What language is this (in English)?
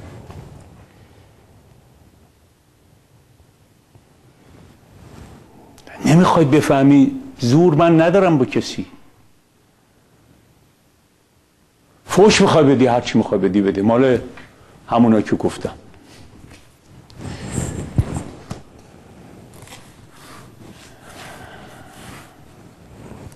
Persian